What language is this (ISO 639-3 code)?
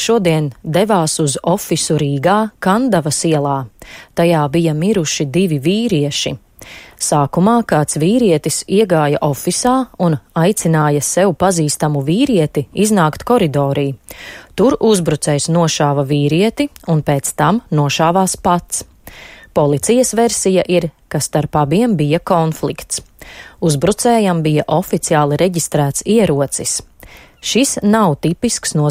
lav